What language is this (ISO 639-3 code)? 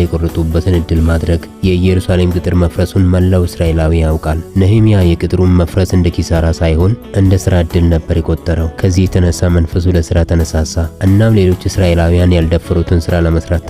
amh